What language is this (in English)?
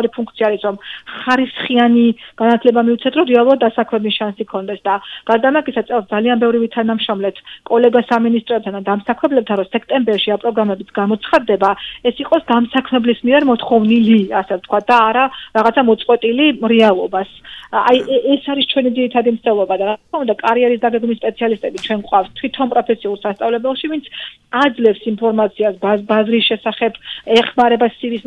Georgian